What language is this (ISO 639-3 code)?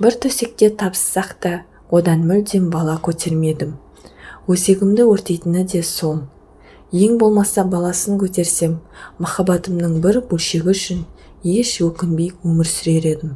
kaz